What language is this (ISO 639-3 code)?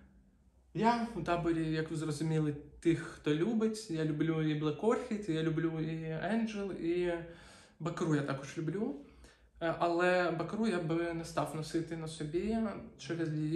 ukr